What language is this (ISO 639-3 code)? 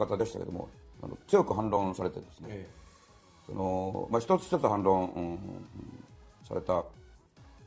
jpn